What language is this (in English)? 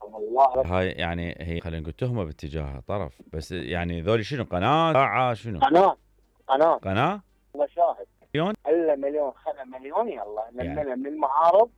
Mesopotamian Arabic